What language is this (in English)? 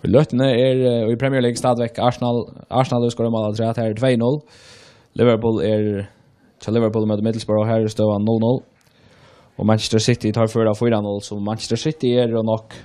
Faroese